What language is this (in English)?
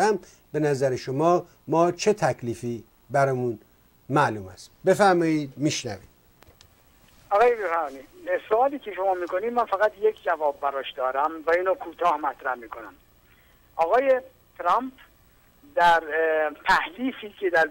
Persian